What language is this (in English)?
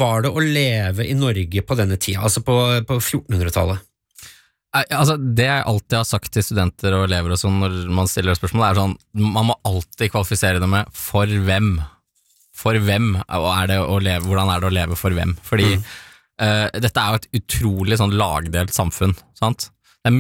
Norwegian